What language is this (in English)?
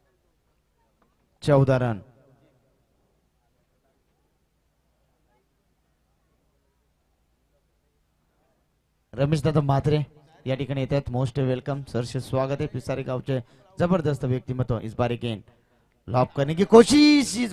Marathi